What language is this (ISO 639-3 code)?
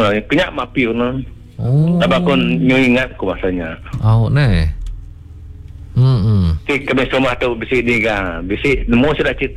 iba